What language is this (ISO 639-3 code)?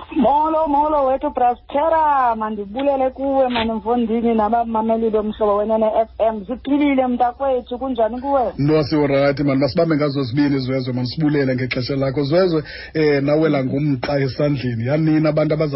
xho